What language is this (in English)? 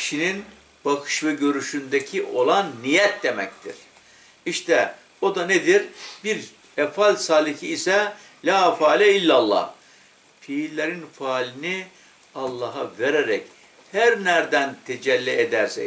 Turkish